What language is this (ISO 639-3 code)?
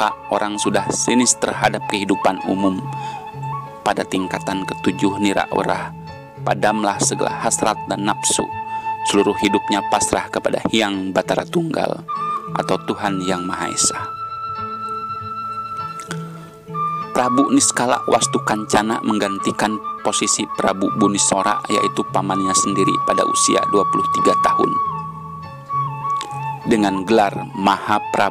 ind